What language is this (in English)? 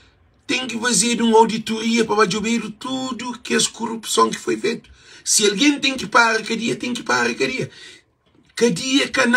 Kabuverdianu